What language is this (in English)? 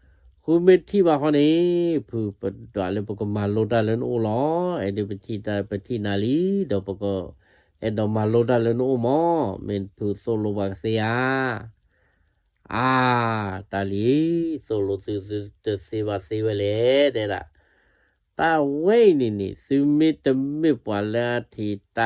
S'gaw Karen